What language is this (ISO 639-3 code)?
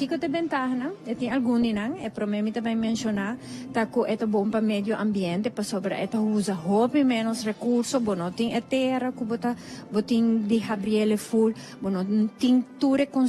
pap